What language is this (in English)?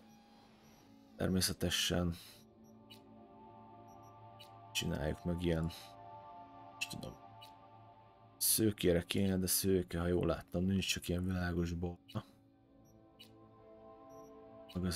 Hungarian